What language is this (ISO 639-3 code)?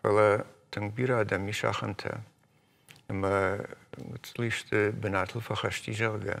oss